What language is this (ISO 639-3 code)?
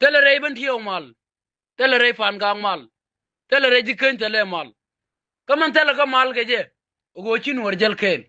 nus